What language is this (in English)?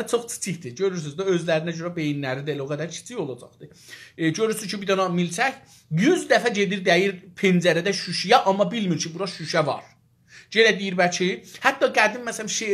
South Azerbaijani